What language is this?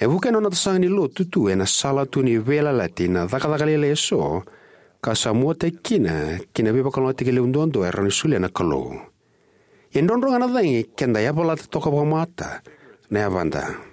Fijian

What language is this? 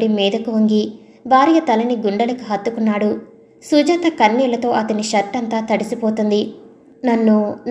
Telugu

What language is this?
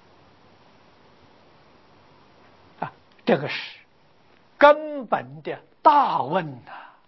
Chinese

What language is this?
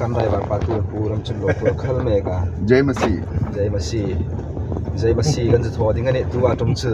Hmar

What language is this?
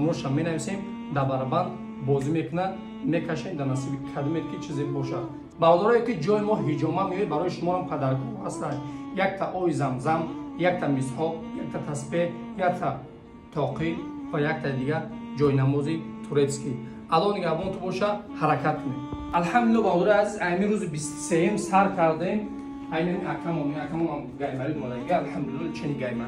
Tajik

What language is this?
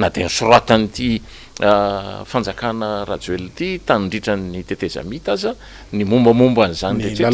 Malagasy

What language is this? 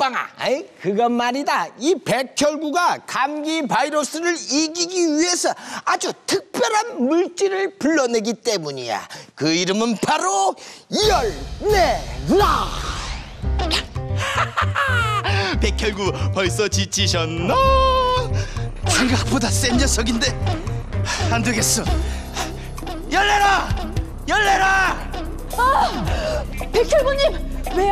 Korean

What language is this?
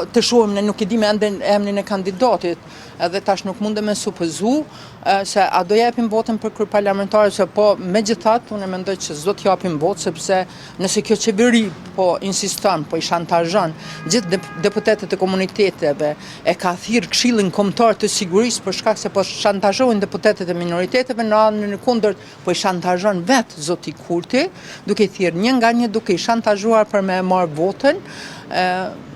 Albanian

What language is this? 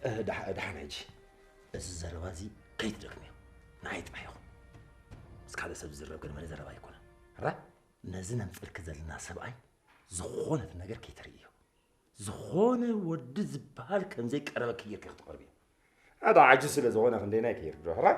Tigrinya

